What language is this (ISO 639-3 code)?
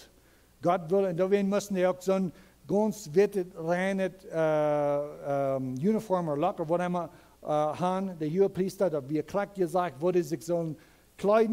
pdt